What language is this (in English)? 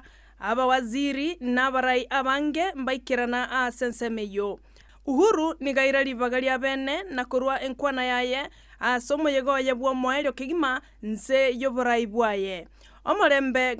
Gusii